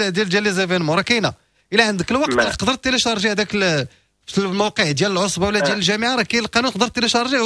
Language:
Moroccan Arabic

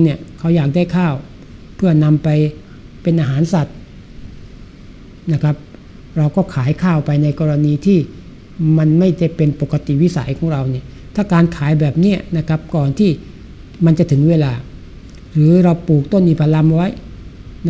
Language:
Thai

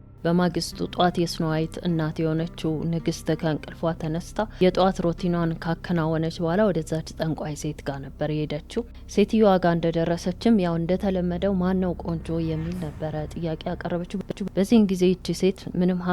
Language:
Amharic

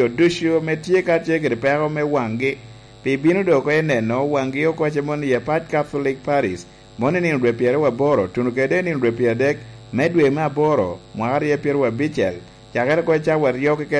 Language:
Lango (Uganda)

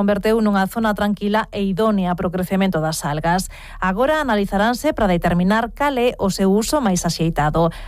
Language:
Galician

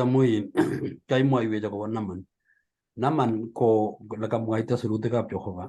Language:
Kalenjin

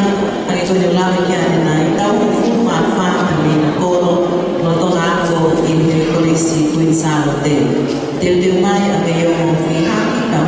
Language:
Tongan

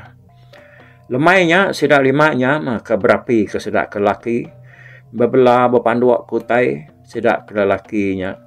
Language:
Iban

